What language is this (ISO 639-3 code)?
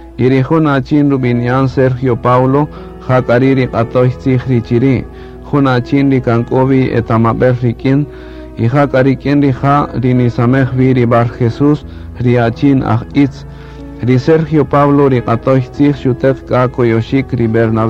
cak